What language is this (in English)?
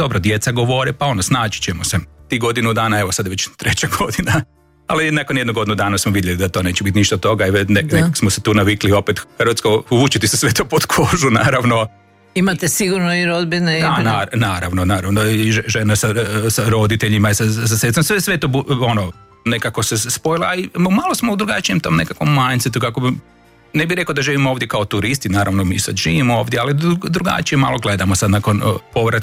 Croatian